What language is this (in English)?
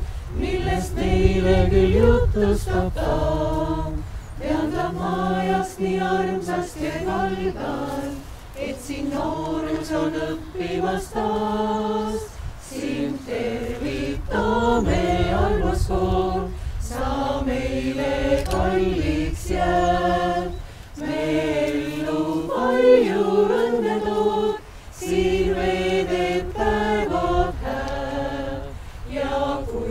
Estonian